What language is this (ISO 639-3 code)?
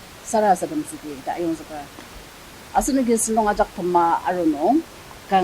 njo